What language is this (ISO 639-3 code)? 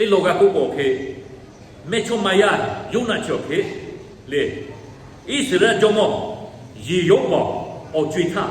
lhu